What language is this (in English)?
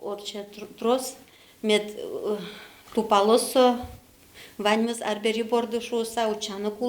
Udmurt